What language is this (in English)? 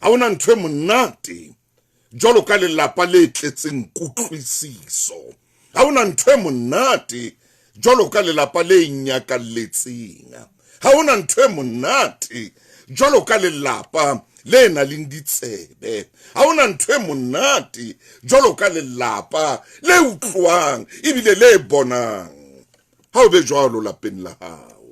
Southern Sotho